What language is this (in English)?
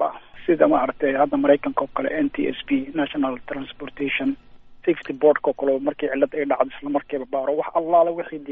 Somali